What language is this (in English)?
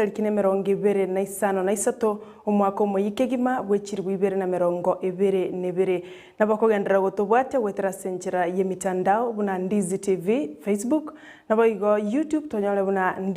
Gusii